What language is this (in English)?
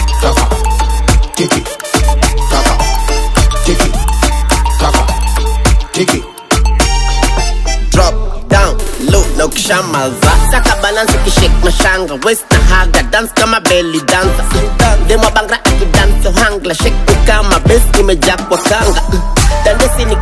Swahili